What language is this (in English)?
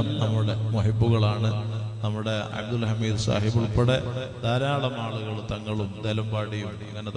Malayalam